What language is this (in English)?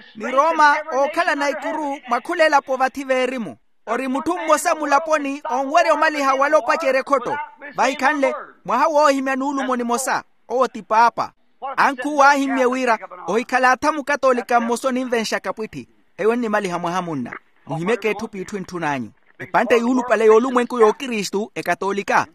Makhuwa